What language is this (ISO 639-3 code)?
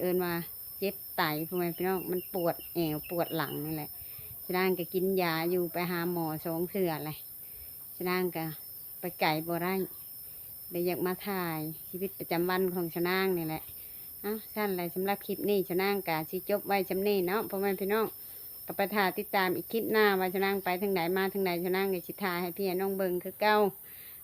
lao